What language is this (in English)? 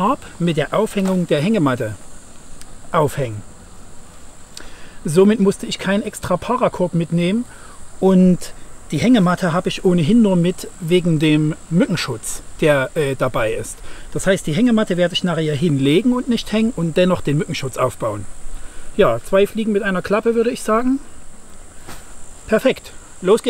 German